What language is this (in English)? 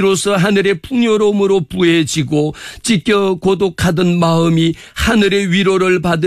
Korean